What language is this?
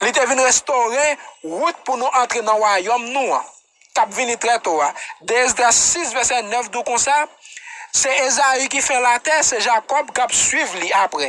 Haitian Creole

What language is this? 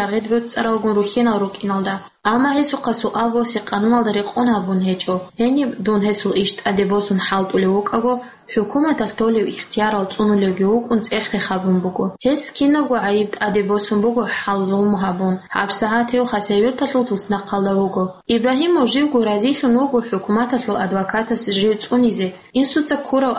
Avaric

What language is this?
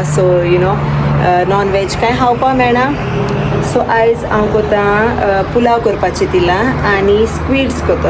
Konkani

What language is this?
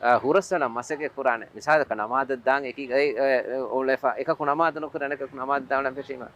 Divehi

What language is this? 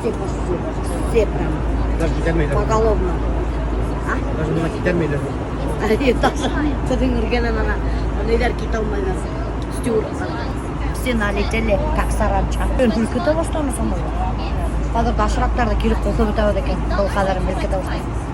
Bashkir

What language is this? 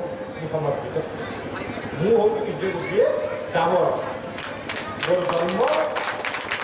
Odia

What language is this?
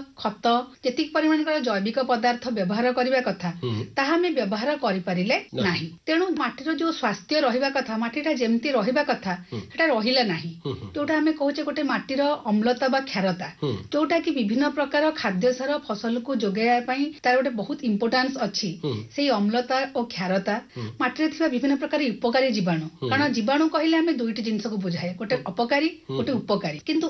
Odia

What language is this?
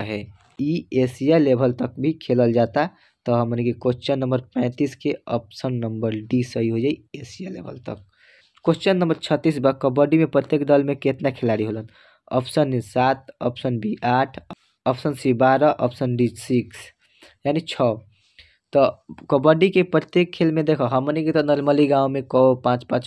Bhojpuri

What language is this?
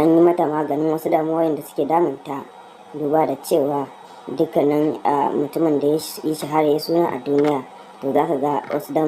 Hausa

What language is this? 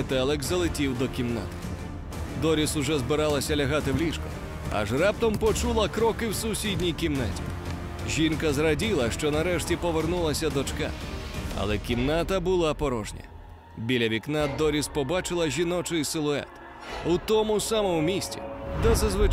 Ukrainian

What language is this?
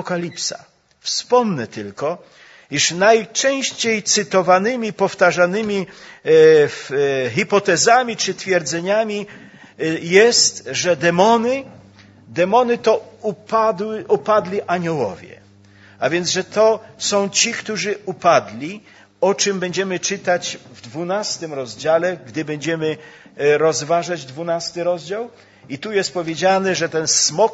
Polish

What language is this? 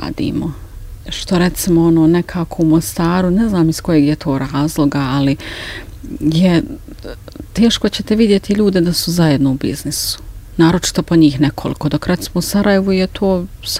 Bosnian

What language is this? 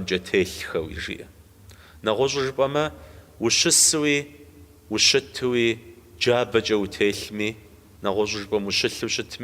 Kabardian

